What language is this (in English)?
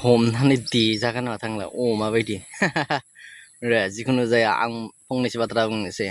Bodo